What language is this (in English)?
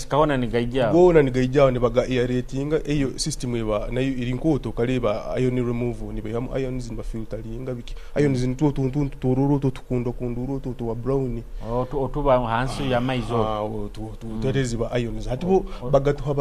Nyoro